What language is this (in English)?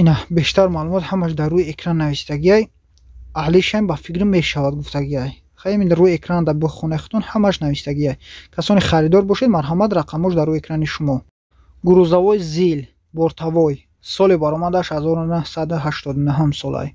Tajik